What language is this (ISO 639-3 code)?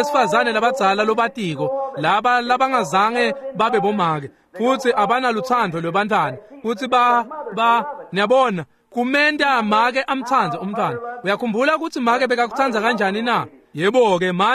ssw